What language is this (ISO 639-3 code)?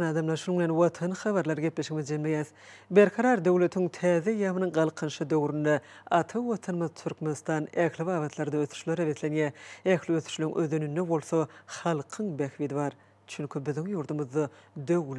tuk